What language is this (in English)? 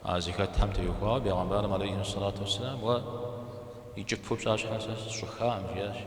Kabardian